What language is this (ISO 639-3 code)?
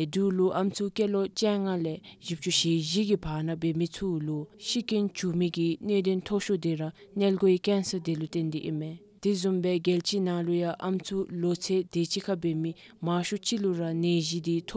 dzo